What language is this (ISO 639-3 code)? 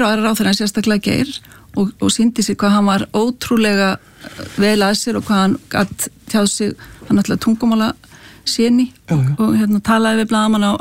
isl